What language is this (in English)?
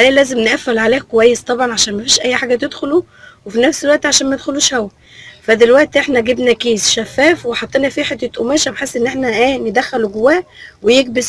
Egyptian Arabic